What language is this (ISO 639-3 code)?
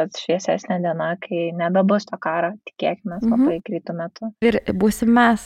lit